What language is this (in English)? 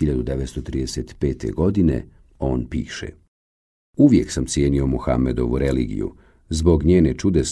Bosnian